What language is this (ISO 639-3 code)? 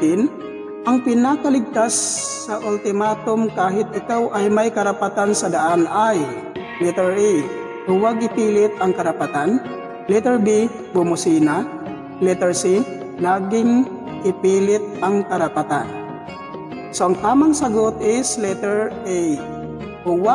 fil